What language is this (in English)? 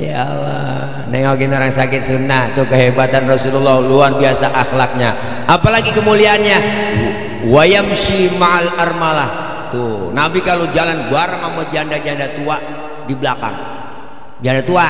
Betawi